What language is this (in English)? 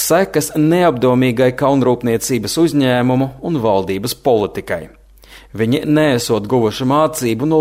Latvian